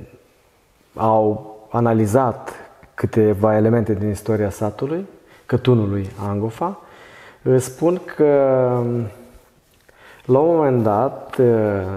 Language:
Romanian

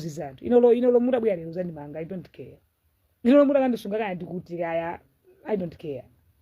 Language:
Nyanja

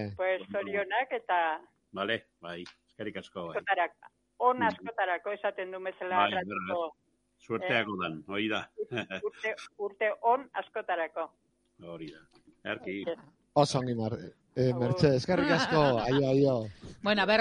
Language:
Basque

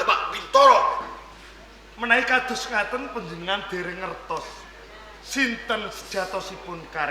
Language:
Javanese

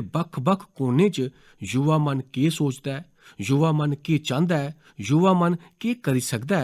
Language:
Dogri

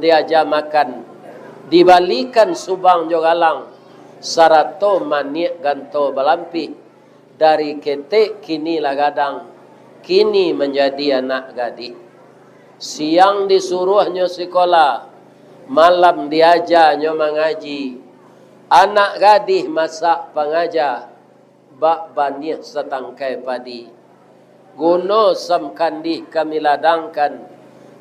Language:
Minangkabau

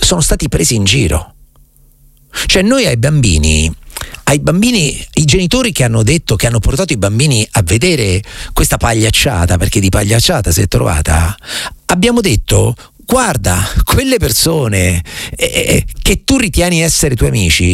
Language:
Italian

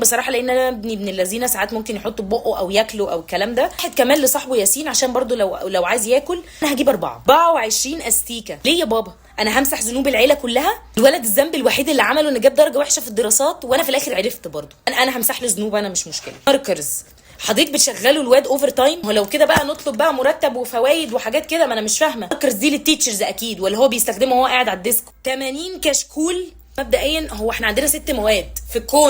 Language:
Egyptian Arabic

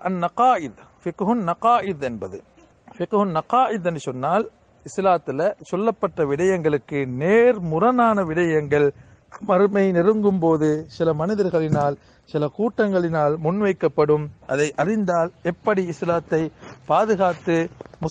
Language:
Tamil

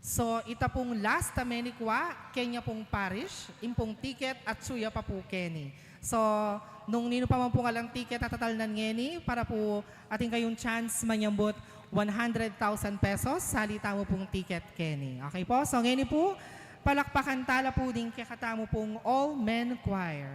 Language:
Pampanga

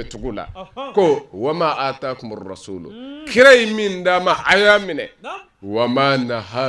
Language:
Bambara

